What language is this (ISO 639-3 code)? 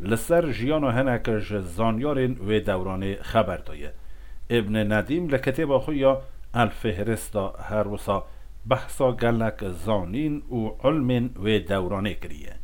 kur